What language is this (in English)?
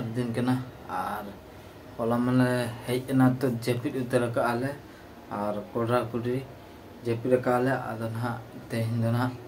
Santali